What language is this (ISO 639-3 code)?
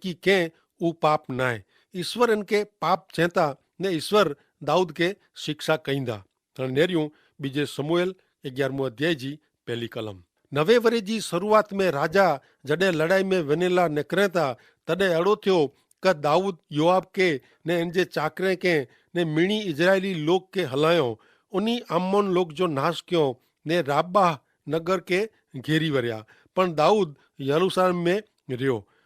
kfr